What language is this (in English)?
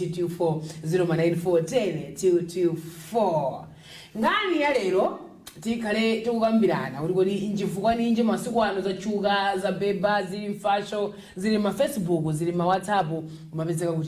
Nyanja